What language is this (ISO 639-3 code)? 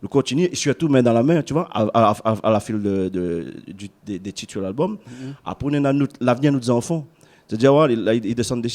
rcf